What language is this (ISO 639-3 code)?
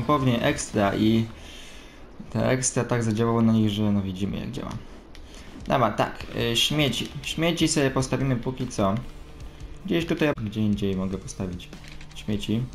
pol